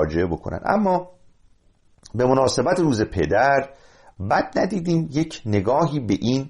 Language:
Persian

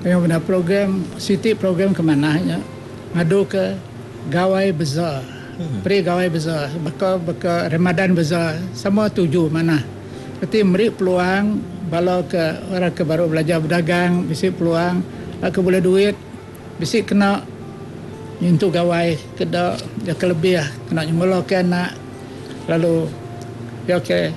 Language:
Iban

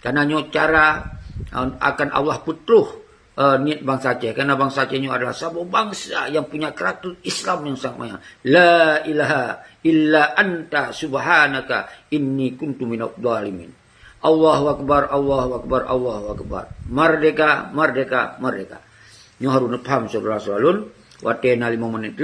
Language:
Achinese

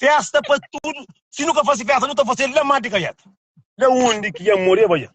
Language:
Kabuverdianu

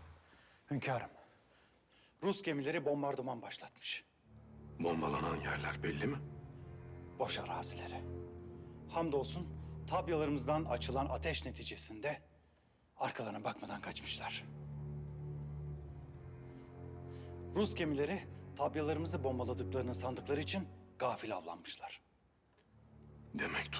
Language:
Turkish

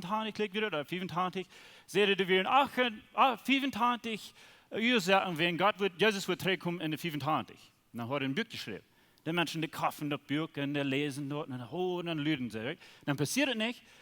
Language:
Plautdietsch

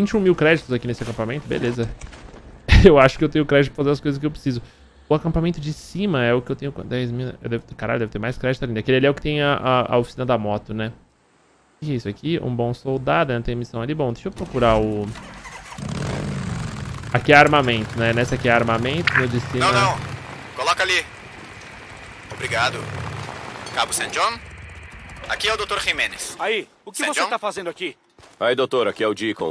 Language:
Portuguese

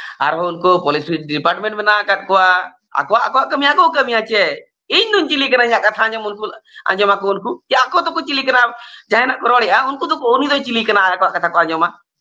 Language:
Santali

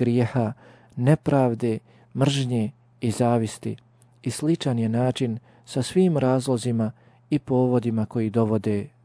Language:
Bosnian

